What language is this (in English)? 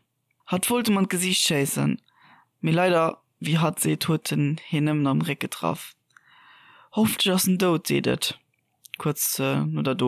Luxembourgish